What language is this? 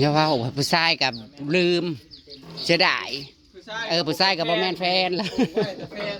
Northeastern Thai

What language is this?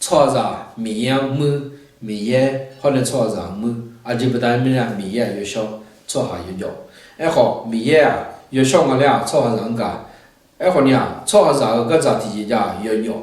Akha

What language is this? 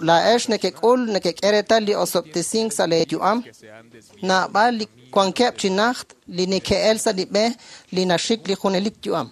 Kekchí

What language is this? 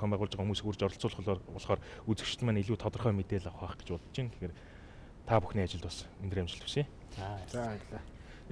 Mongolian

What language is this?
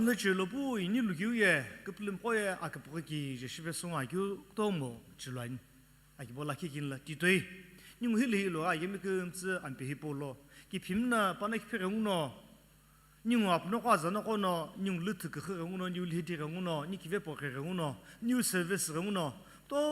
Sumi Naga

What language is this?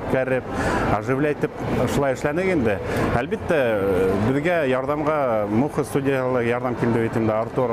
Bashkir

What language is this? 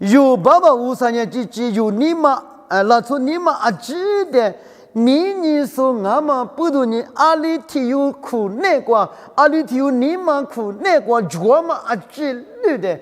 Lisu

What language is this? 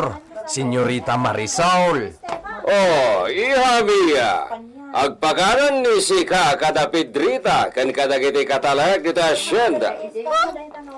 Iloko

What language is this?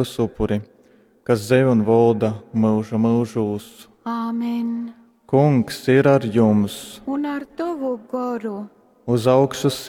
Latgalian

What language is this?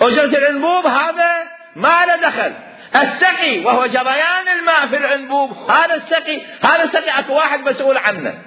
Mesopotamian Arabic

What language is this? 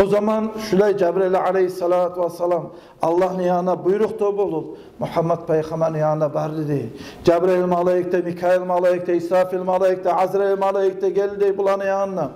Kumyk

